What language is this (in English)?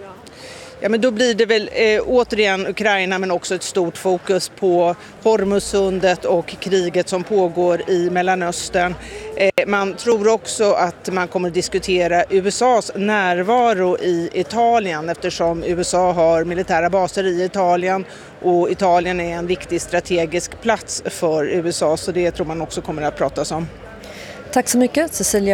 Swedish